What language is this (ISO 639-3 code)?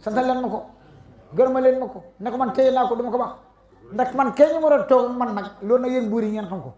wol